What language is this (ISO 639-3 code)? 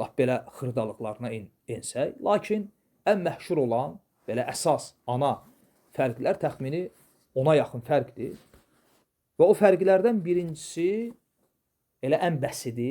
aze